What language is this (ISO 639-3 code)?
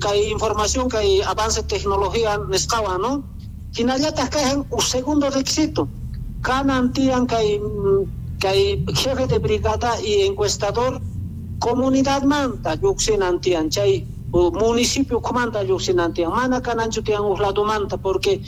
que